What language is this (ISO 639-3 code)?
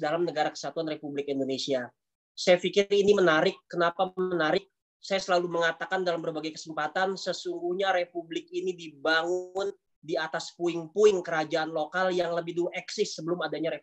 ind